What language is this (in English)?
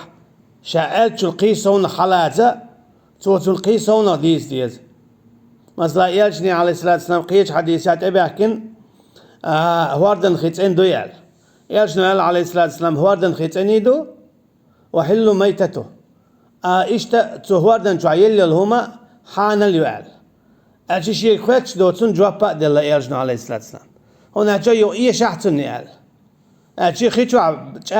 Chechen